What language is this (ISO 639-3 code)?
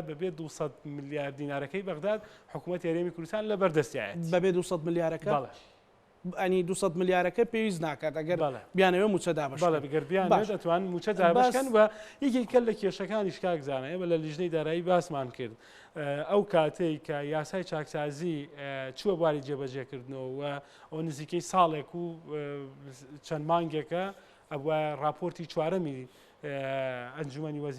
ckb